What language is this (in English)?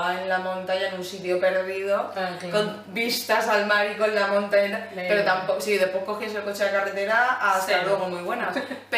Spanish